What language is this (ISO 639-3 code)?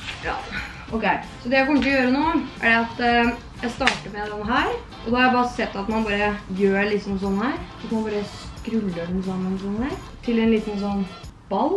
nor